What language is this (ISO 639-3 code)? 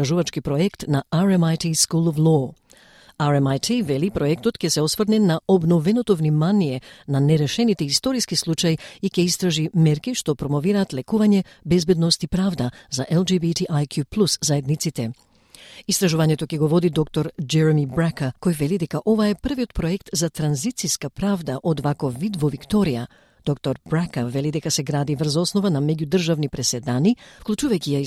mkd